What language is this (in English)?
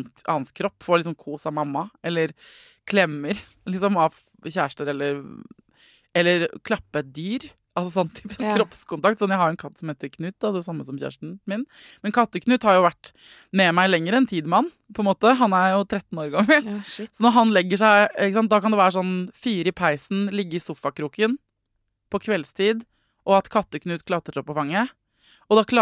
Norwegian